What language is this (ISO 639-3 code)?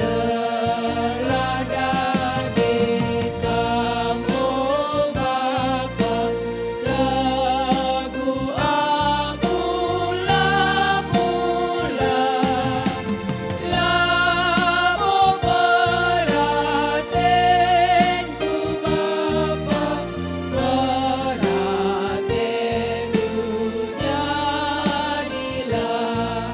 btx